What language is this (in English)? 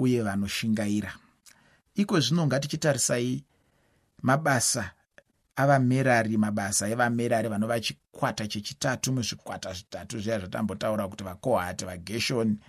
Shona